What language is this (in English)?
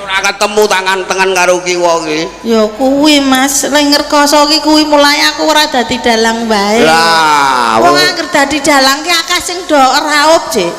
Javanese